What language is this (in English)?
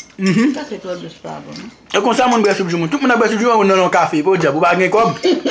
Haitian Creole